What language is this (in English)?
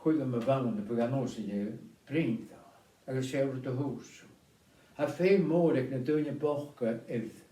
Scottish Gaelic